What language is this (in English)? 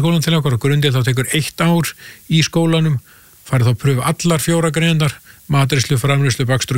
Icelandic